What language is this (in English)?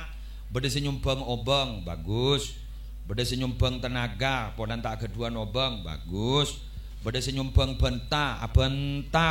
Madurese